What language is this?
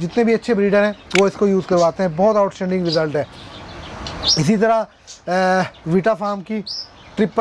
Hindi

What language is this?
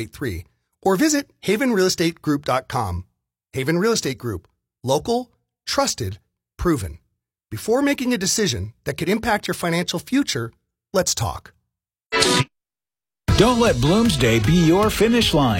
English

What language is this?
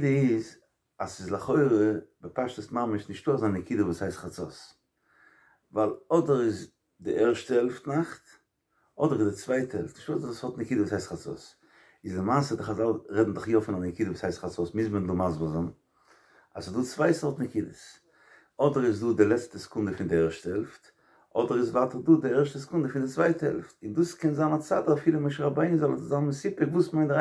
Yiddish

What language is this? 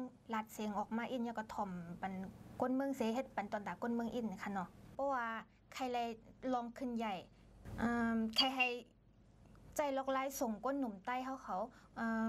Shan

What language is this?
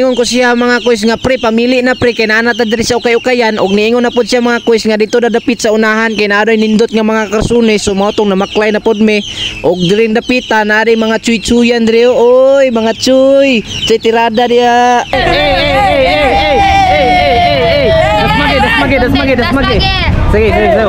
Cebuano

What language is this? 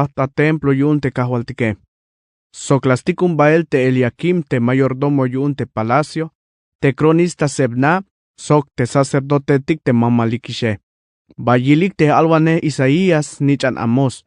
Tzeltal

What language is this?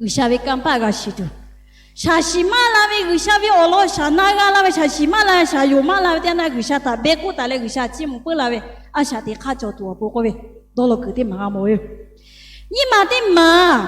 Lahu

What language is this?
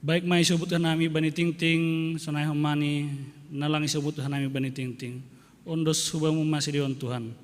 Batak Simalungun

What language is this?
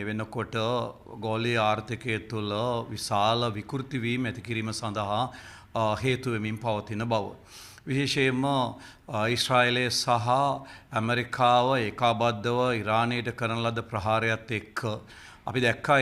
Sinhala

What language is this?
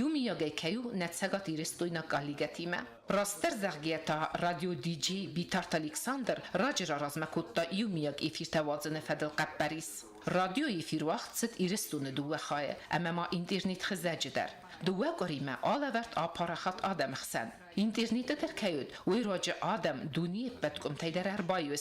Ossetic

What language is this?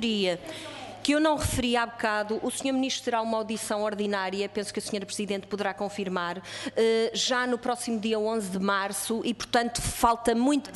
Portuguese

